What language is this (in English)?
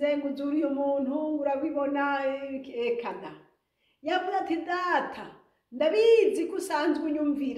Rundi